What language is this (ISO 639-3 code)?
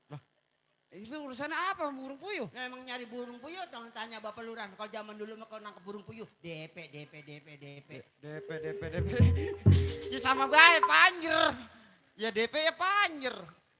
bew